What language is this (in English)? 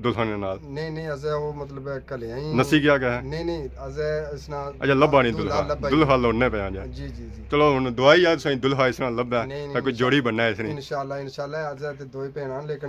Pahari-Potwari